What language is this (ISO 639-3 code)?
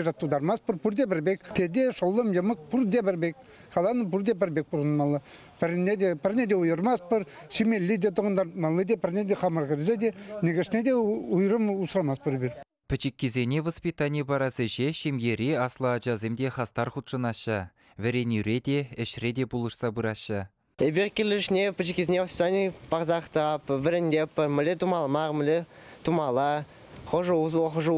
chv